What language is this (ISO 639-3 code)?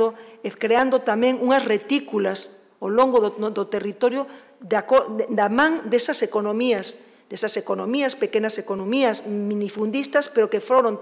glg